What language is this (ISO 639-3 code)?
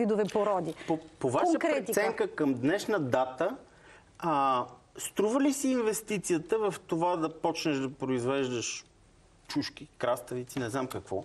bul